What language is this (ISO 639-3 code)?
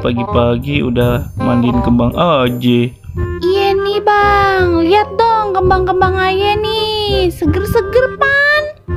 bew